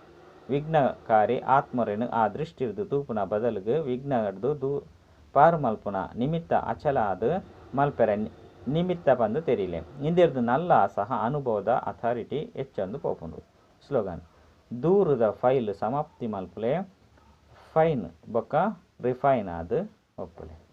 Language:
Tulu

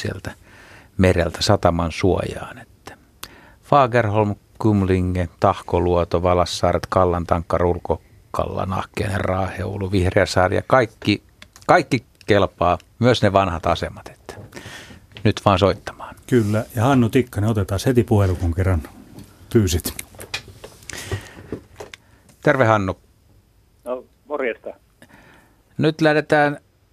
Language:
Finnish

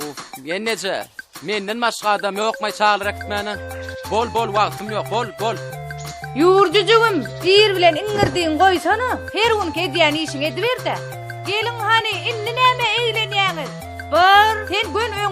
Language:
Turkmen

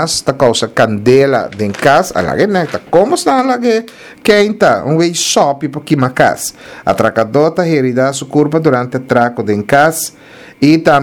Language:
Papiamento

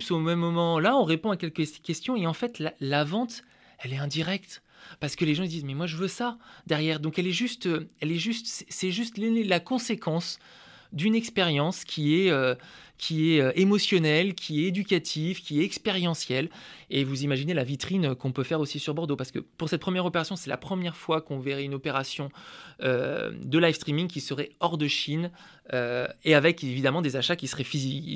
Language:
French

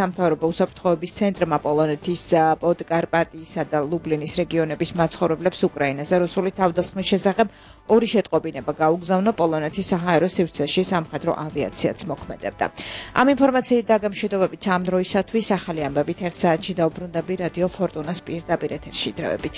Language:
Georgian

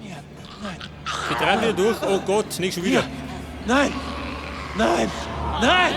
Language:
Bavarian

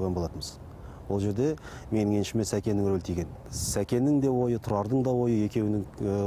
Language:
Kazakh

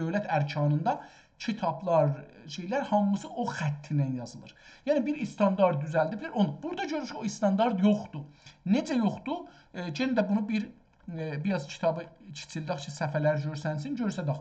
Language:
South Azerbaijani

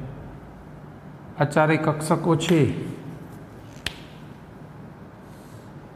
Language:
Gujarati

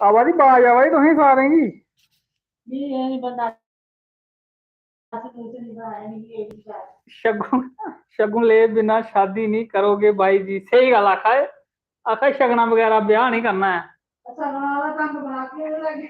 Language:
Dogri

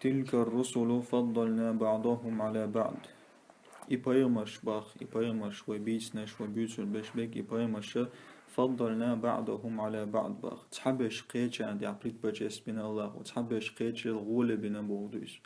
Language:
Chechen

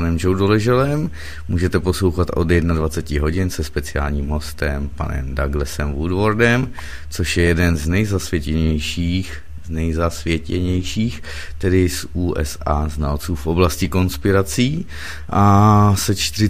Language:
Czech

